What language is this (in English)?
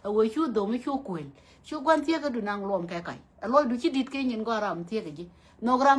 Nuer